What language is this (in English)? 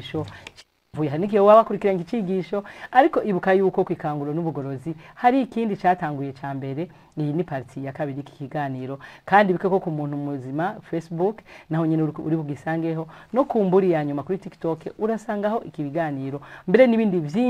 Rundi